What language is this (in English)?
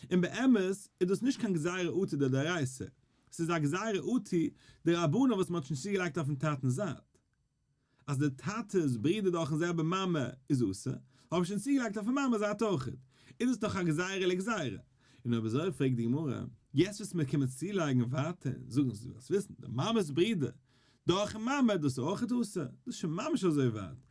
Yiddish